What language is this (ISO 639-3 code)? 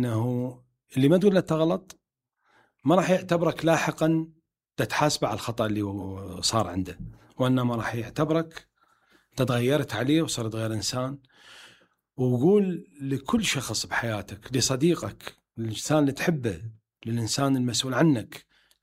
acm